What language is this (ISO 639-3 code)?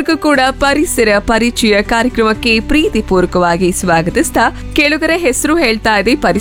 kan